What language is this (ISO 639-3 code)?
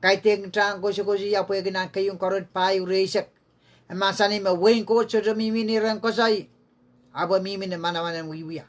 pon